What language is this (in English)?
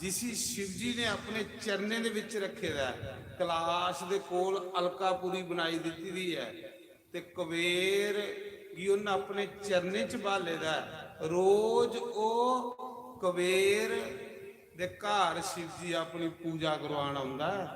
Dogri